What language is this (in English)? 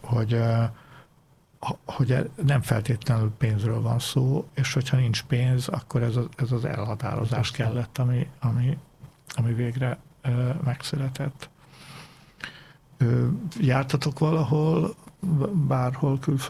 Hungarian